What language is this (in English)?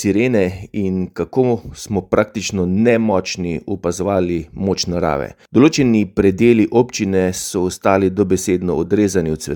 Slovenian